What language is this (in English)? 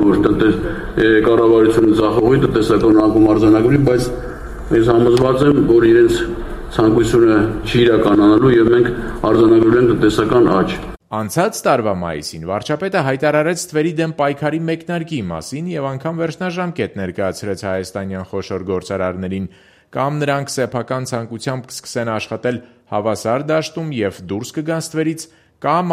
Armenian